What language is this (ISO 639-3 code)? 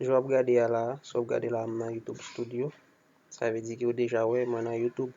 hat